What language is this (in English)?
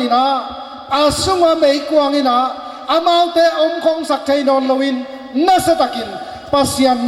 Tedim Chin